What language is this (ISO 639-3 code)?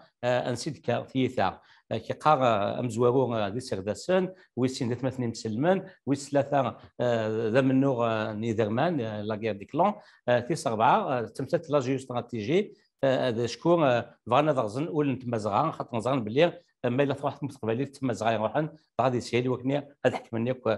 kab